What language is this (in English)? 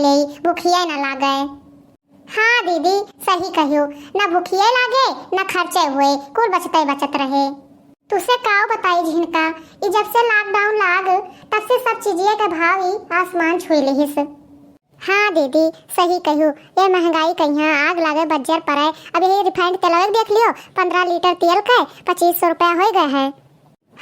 Awadhi